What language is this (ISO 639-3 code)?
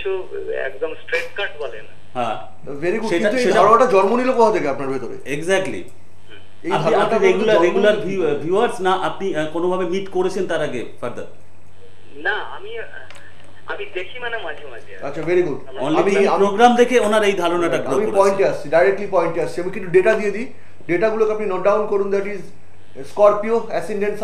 ben